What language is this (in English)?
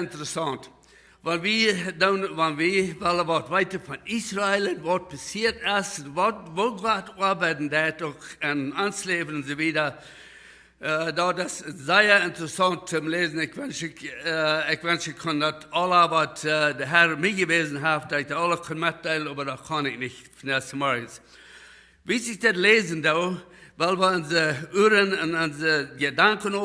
Plautdietsch